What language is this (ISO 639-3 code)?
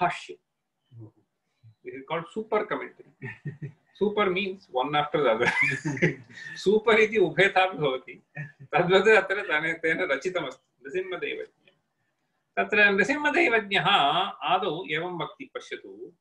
san